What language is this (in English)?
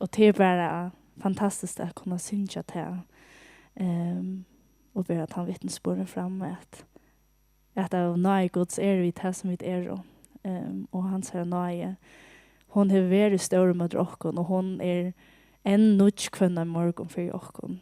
Faroese